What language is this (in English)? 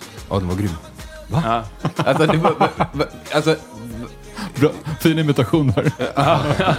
Swedish